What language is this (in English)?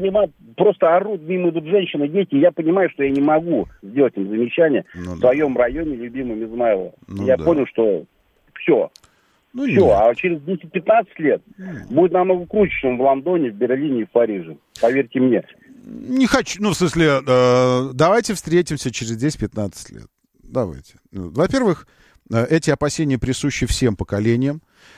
Russian